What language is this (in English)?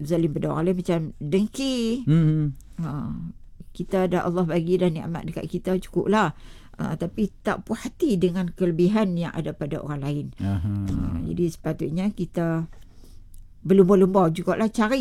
Malay